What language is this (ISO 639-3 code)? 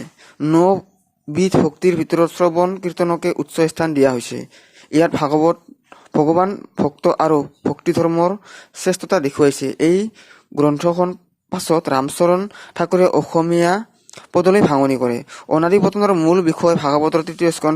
asm